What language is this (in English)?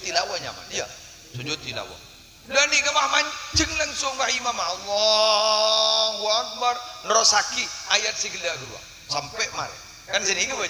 Madurese